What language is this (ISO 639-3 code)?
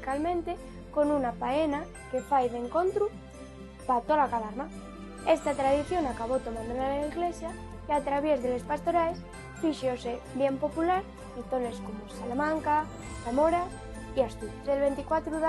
ast